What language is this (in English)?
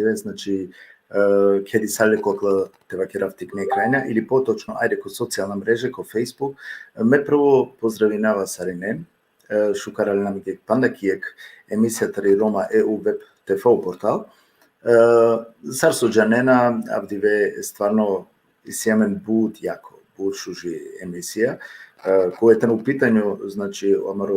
Balkan Romani